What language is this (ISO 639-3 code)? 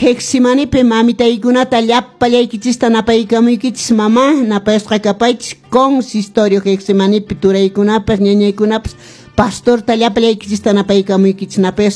que